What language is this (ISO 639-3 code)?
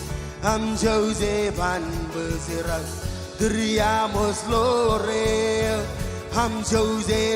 mah